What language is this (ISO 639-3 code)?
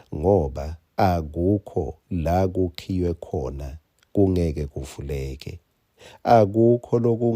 ssw